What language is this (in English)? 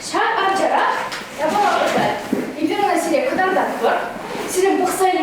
Chuvash